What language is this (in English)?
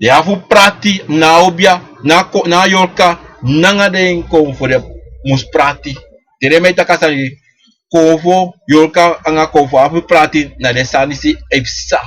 Sranan Tongo